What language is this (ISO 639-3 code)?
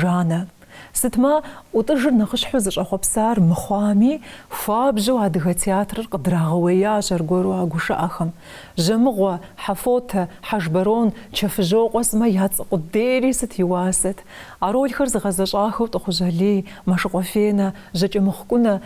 kbd